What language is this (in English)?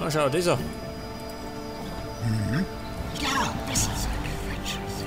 Bavarian